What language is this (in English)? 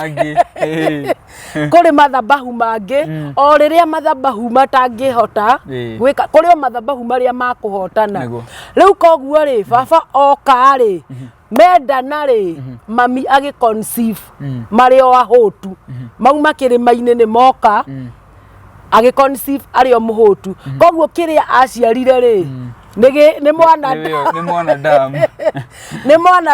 Kikuyu